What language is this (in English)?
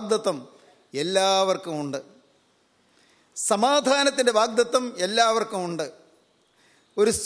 Malayalam